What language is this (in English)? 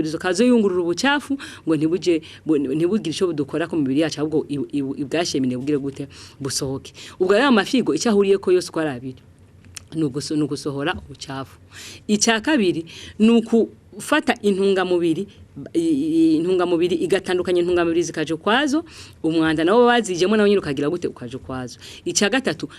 Rundi